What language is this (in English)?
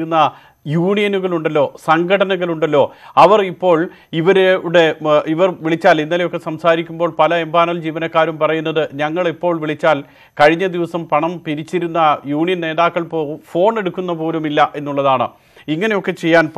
Malayalam